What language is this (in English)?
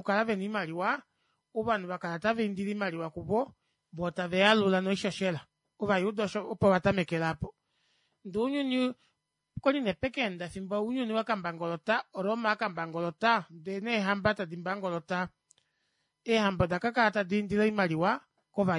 Kuanyama